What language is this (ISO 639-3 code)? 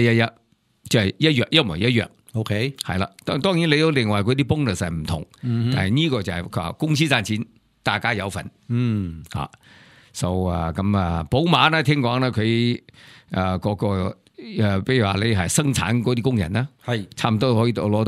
yue